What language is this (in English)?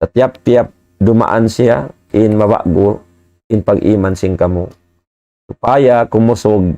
Tausug